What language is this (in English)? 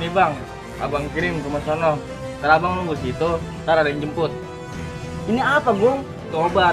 Betawi